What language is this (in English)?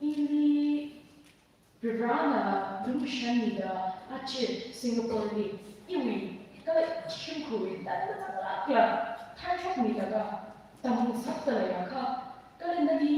Tangkhul Naga (India)